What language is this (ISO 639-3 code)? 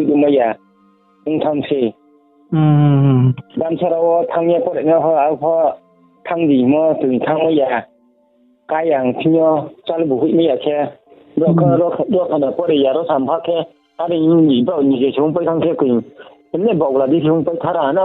ria